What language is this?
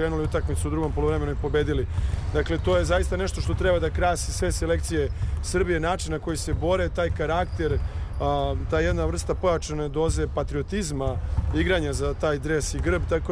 Serbian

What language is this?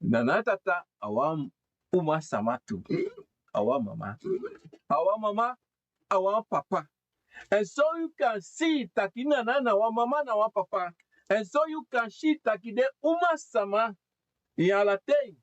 Sranan Tongo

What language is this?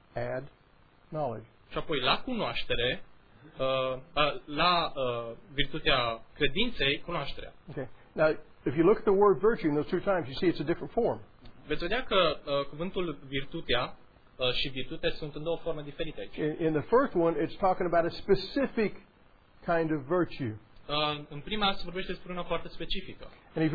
Romanian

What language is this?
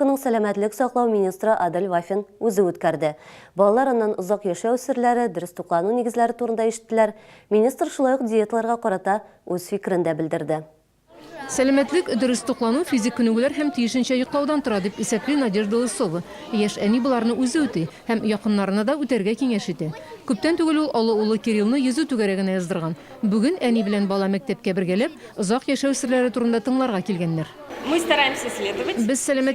Tatar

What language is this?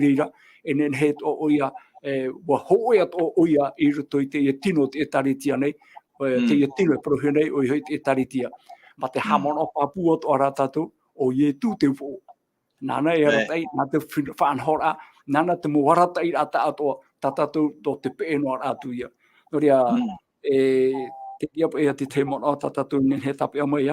Tahitian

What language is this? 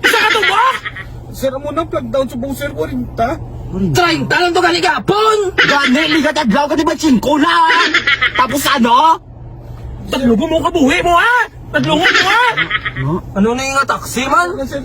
Hiligaynon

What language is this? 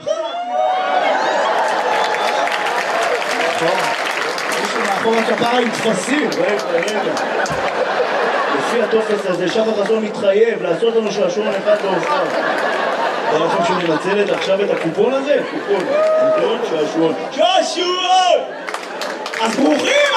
Hebrew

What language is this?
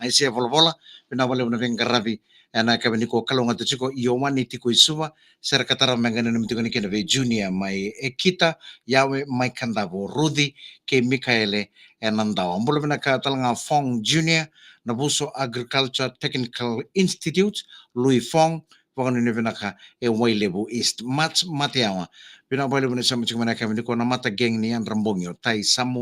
Fijian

